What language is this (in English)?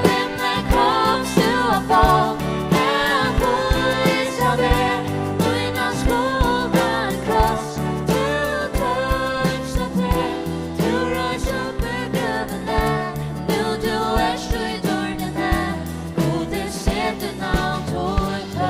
Faroese